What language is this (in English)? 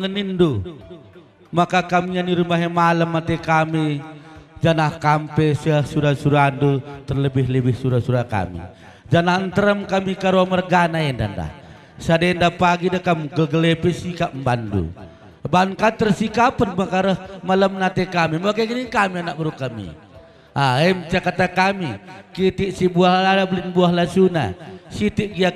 Batak Karo